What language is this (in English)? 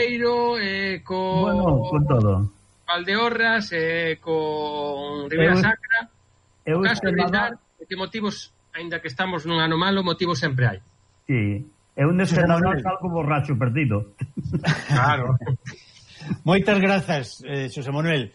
Galician